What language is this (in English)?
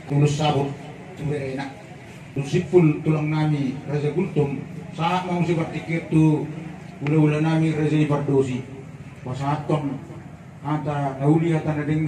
Batak Toba